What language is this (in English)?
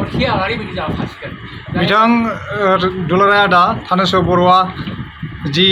Bodo